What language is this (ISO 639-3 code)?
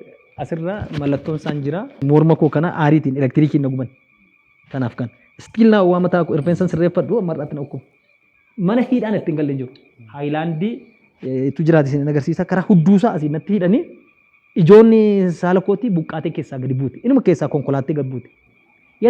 orm